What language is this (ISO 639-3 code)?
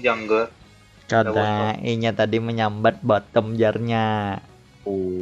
bjn